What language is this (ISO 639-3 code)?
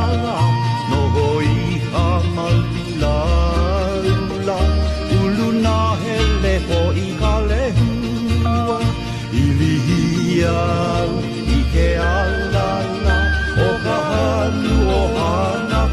haw